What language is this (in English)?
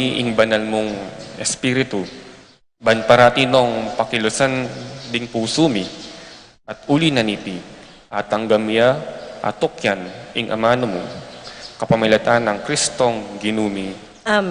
Pampanga